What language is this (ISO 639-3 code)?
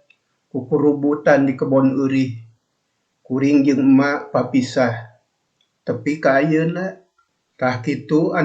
sun